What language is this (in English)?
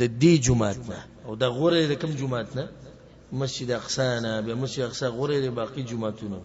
Pashto